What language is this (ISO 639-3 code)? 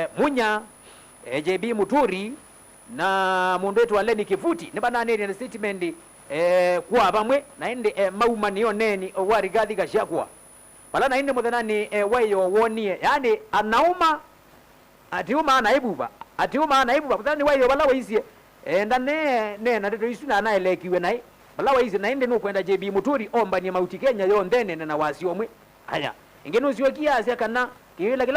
kam